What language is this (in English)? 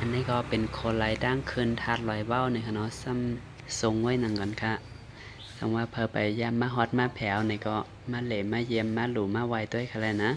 Shan